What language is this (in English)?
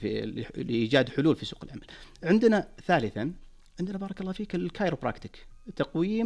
Najdi Arabic